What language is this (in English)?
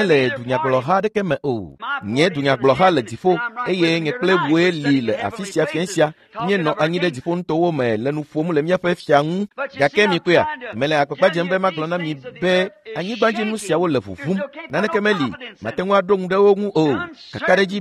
Ewe